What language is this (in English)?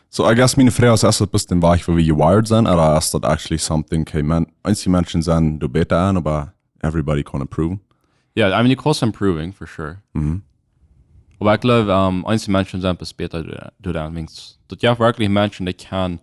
Plautdietsch